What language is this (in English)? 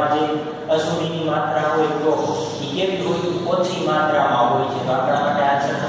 Gujarati